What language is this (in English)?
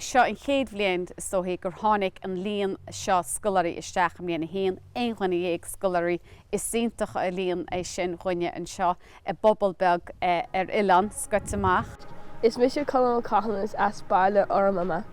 Irish